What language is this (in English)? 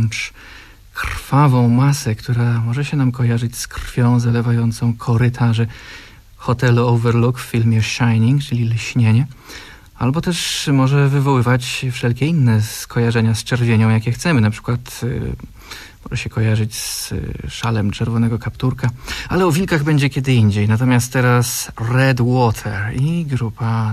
Polish